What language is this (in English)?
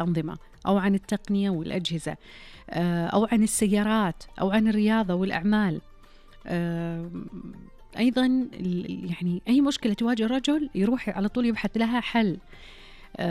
Najdi Arabic